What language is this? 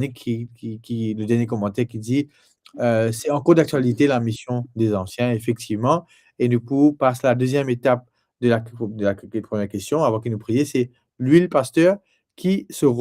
Morisyen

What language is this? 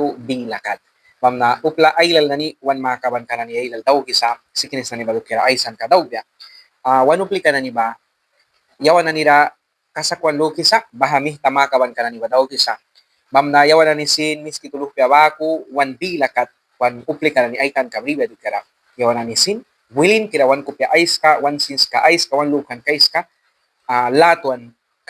Mískito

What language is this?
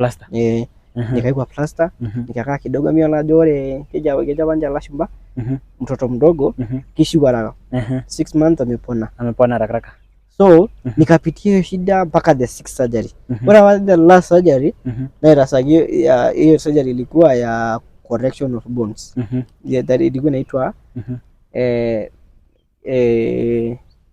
Masai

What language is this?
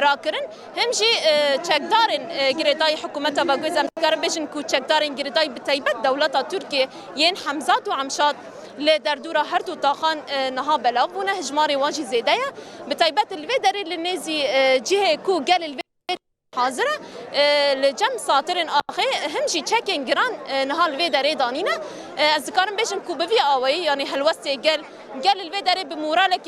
Kurdish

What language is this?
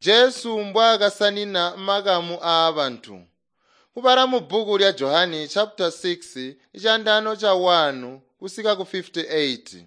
Tonga (Zambia)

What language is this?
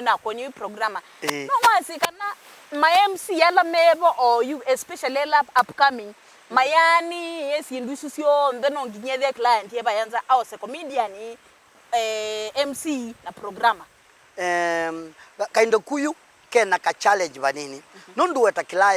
Kamba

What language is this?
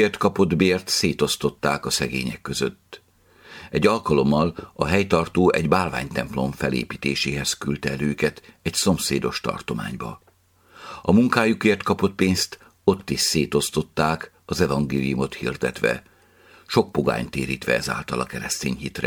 Hungarian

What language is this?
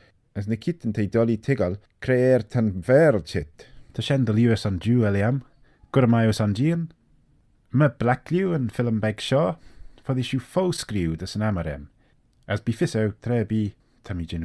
Manx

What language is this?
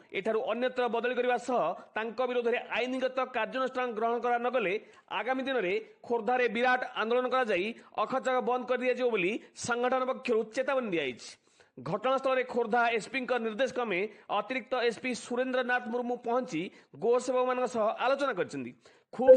Odia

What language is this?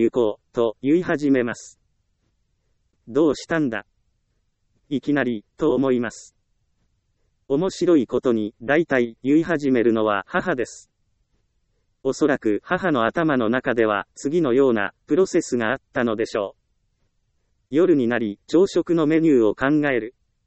Japanese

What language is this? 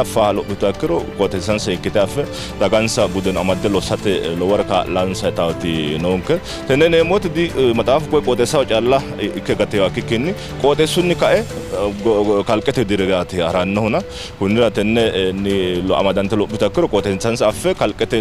Sidamo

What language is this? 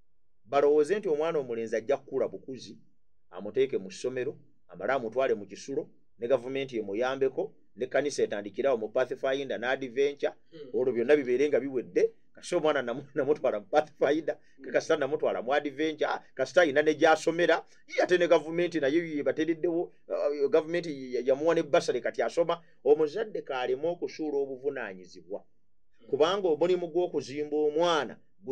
Ganda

